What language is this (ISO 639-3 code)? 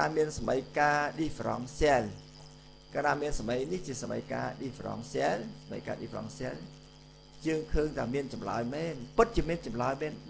khm